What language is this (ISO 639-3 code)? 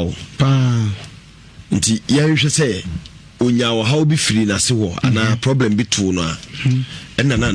aka